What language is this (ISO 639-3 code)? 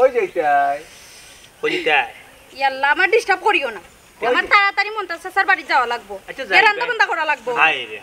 syl